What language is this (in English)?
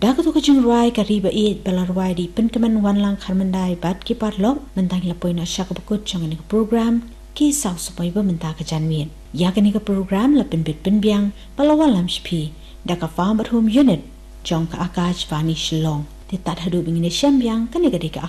Khasi